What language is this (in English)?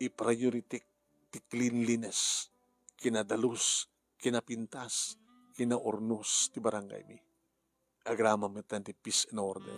Iloko